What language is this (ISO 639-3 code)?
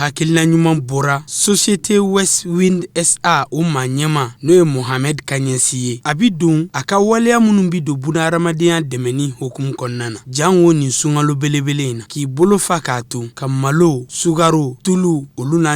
bam